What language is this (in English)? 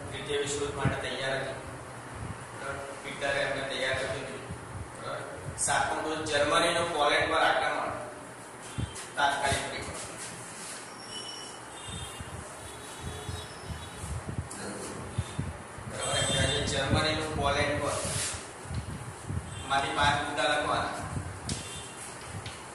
Gujarati